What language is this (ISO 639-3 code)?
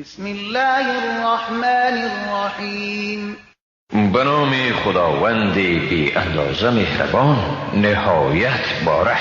fas